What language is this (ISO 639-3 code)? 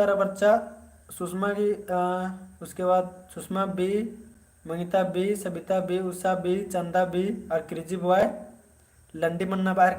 kru